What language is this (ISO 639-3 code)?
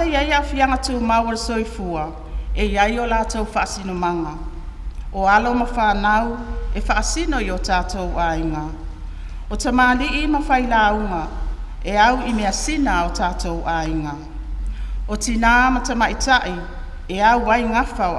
smo